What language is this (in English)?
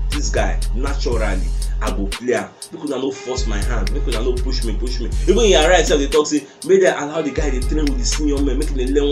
Nigerian Pidgin